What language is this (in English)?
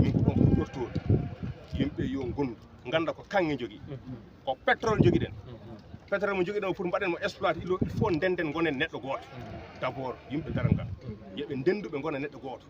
Fula